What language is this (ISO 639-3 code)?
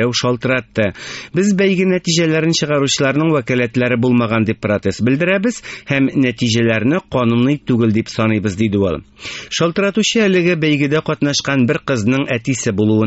tat